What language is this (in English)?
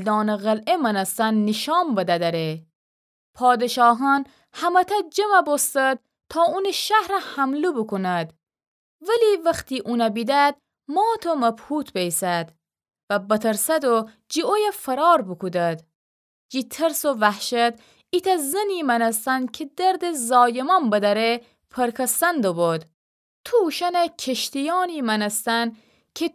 Gilaki